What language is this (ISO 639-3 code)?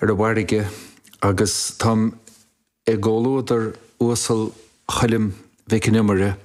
gle